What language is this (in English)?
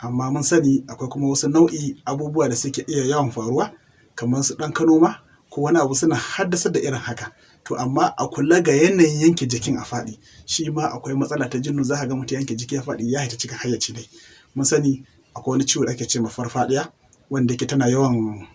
Hausa